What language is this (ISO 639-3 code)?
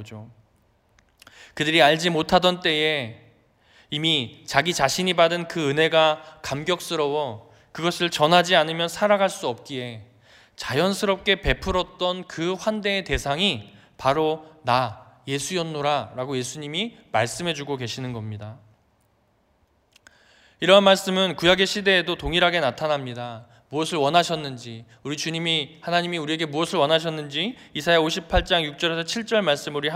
kor